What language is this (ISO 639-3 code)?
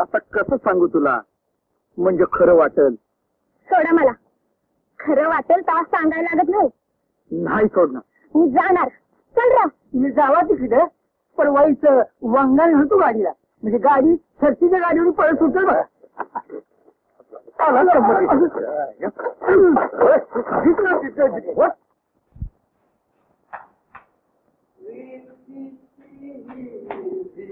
mar